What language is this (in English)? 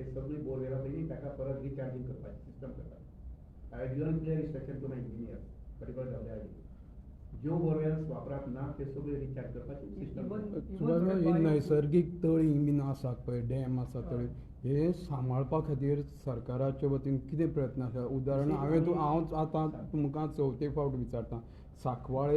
Konkani